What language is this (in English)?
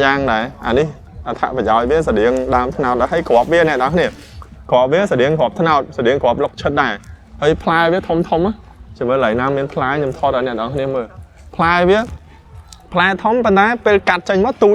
Khmer